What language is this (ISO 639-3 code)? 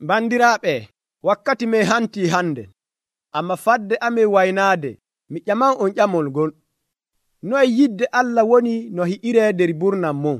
fuv